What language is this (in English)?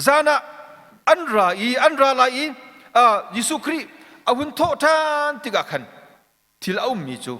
Hakha Chin